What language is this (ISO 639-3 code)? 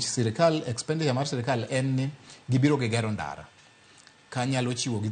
luo